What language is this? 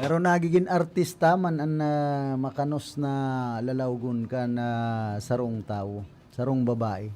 Bikol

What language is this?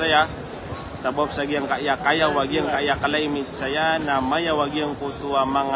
Maranao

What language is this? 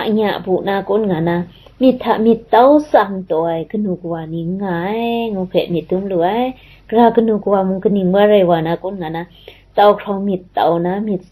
Kachin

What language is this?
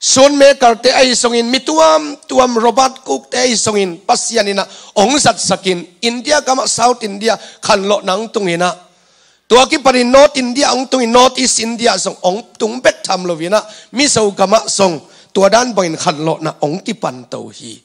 Tedim Chin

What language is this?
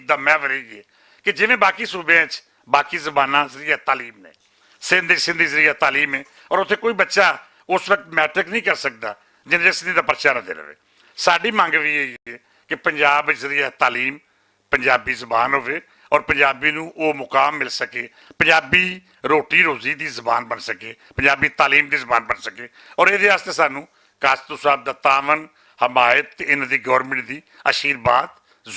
Western Panjabi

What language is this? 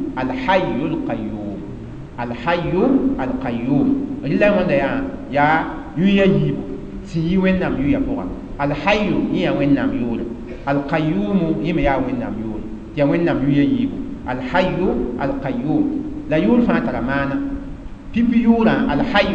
Mossi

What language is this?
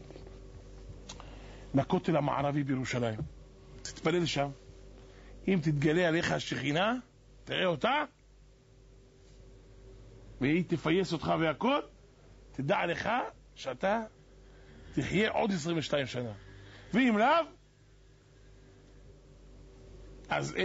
Hebrew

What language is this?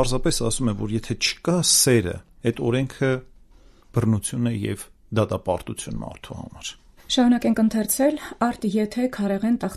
Armenian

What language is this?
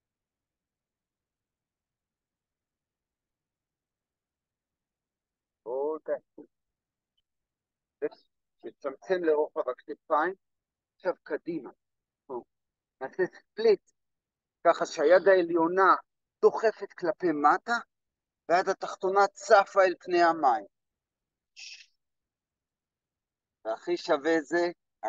Hebrew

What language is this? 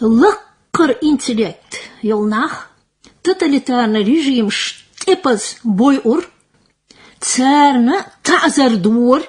Chechen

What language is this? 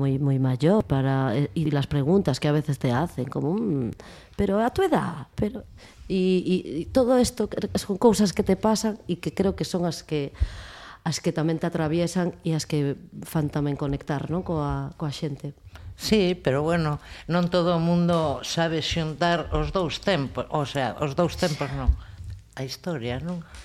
Galician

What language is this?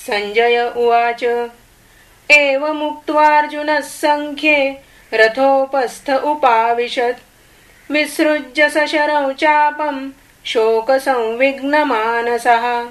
Sanskrit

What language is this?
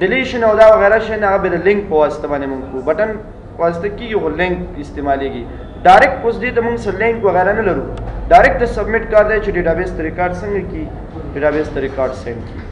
Pashto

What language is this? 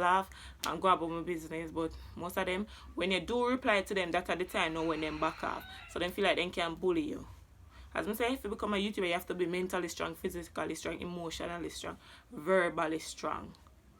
Jamaican Creole English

